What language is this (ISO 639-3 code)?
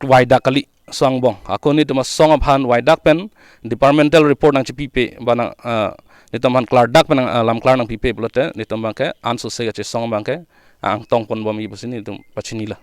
mjw